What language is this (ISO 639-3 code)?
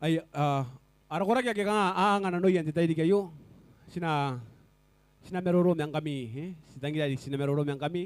gil